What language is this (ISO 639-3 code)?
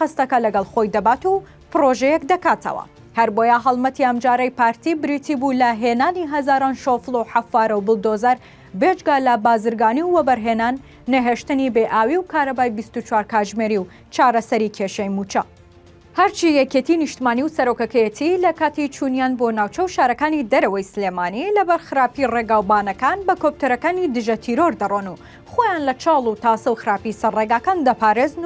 ckb